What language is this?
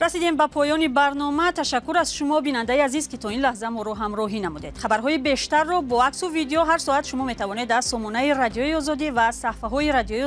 Tajik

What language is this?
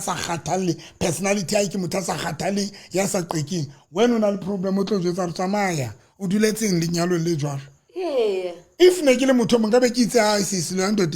Southern Sotho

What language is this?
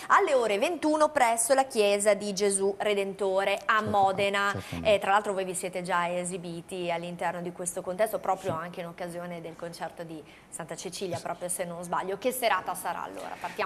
Italian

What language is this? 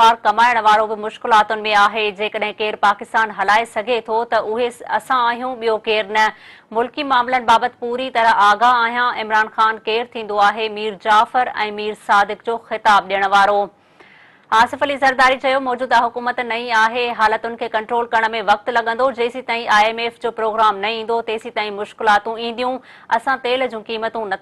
Sindhi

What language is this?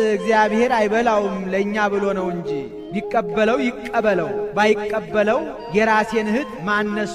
Amharic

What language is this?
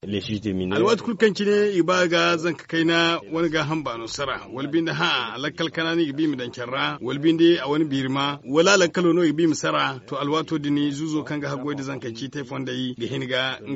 Zarma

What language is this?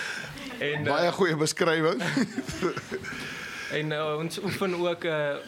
Afrikaans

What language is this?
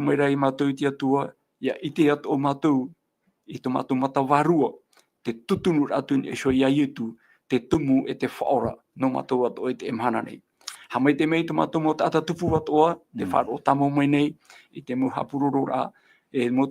Tahitian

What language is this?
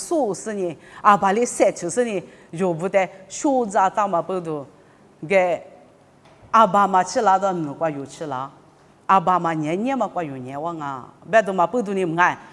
Lisu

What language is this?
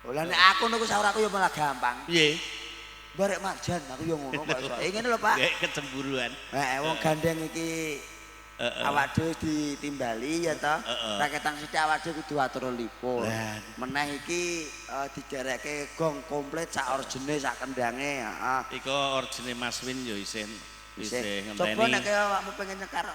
Javanese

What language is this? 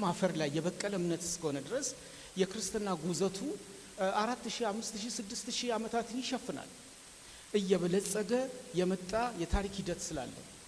Amharic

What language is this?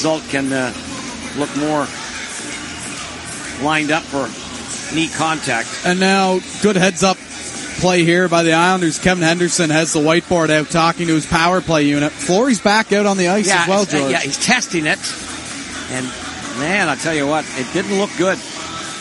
English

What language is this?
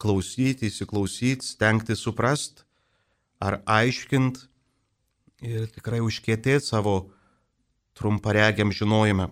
Lithuanian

